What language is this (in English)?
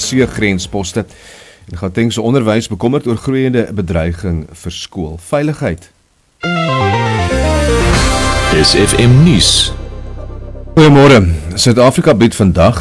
Afrikaans